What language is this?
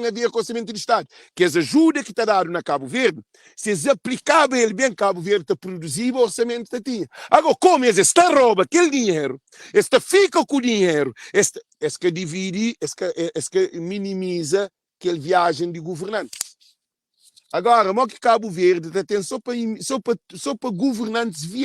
Kabuverdianu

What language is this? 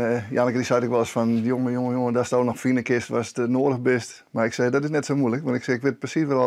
Western Frisian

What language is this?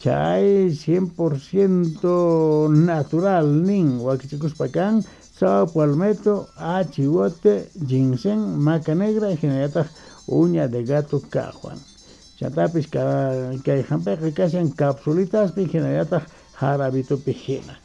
Quechua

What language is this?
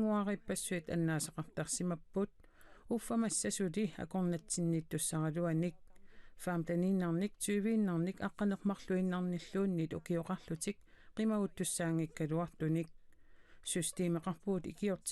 Kalaallisut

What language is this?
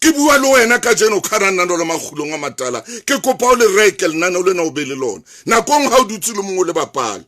Southern Sotho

